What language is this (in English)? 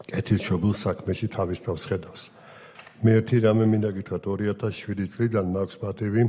Georgian